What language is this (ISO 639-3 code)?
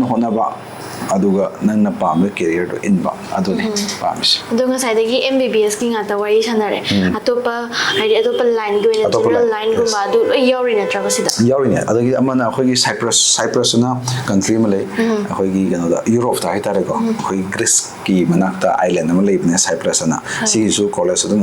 mni